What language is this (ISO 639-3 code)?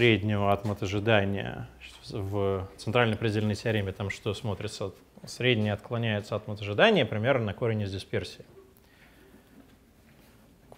rus